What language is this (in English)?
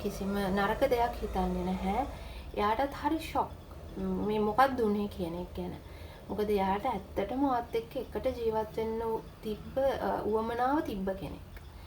Sinhala